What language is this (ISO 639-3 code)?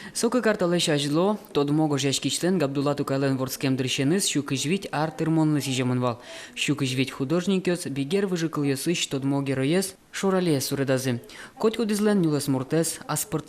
udm